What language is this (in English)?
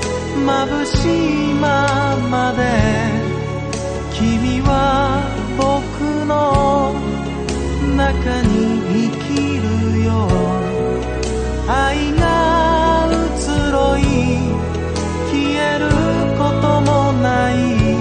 Japanese